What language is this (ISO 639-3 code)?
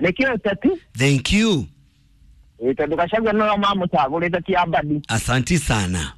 kik